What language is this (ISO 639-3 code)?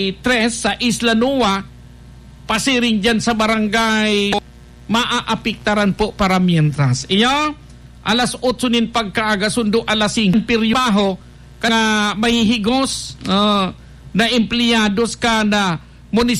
bik